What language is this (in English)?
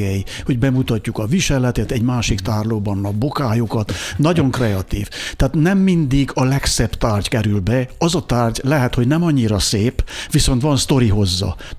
Hungarian